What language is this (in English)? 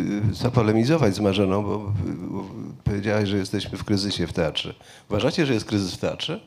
Polish